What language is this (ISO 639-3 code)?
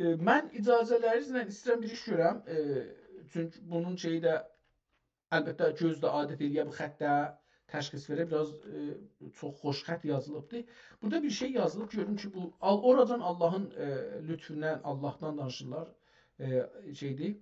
azb